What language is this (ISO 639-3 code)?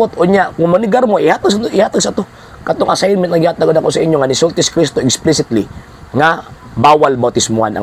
ceb